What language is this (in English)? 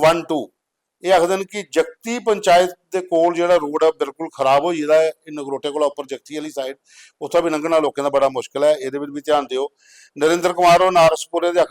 Dogri